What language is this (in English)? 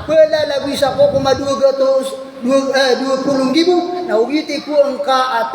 Maranao